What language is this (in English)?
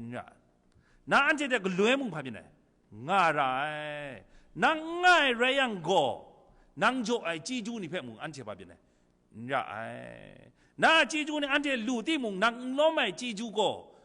Kachin